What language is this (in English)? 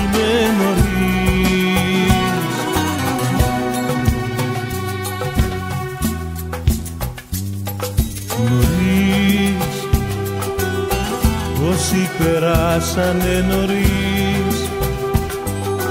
Greek